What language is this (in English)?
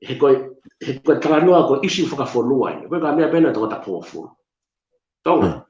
Tongan